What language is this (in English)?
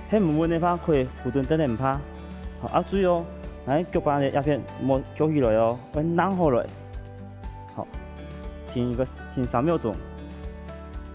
Hakka Chinese